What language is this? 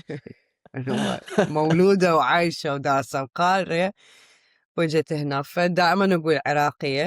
Mesopotamian Arabic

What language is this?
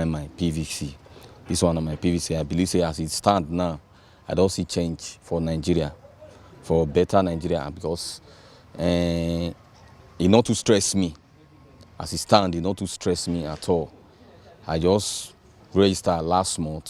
Nigerian Pidgin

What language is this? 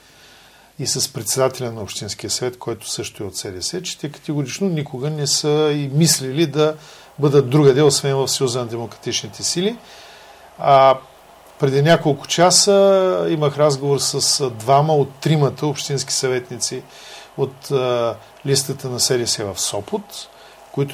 Bulgarian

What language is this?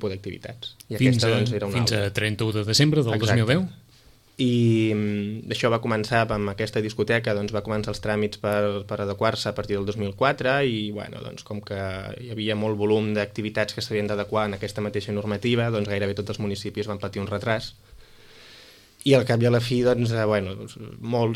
Catalan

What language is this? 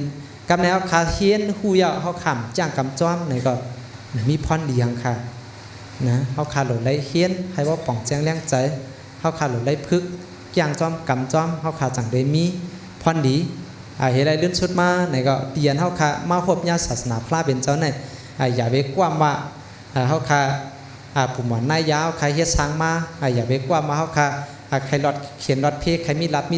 Shan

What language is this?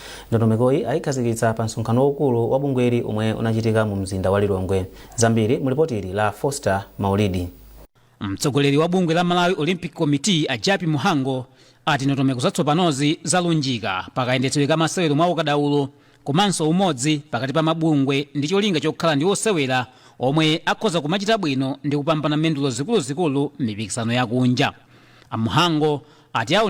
Nyanja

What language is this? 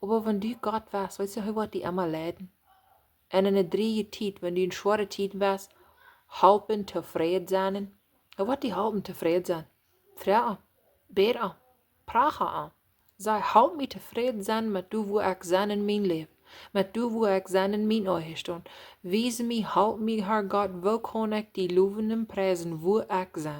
Plautdietsch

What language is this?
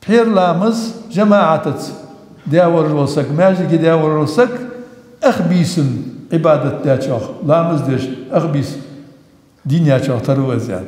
Ingush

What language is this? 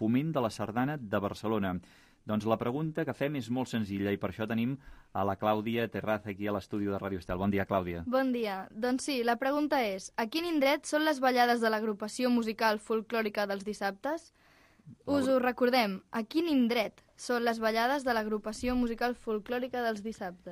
Catalan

